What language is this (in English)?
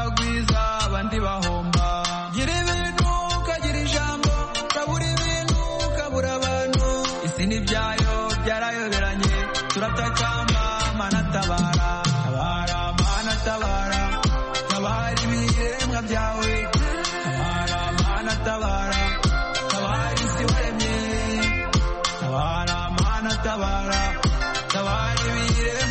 Kinyarwanda